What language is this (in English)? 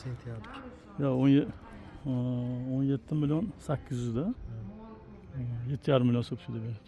Uzbek